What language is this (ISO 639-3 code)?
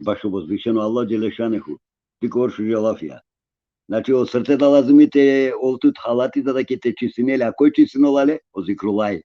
rmn